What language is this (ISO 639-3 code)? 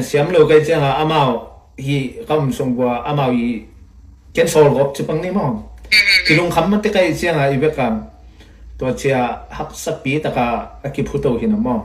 ctd